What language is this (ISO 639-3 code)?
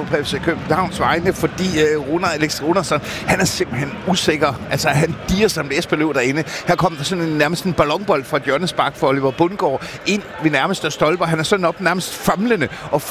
dan